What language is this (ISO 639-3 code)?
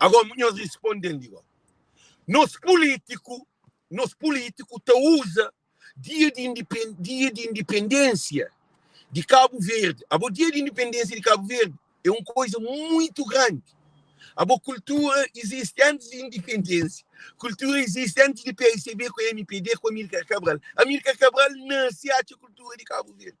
kea